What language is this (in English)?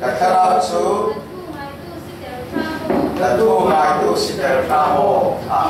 Falam Chin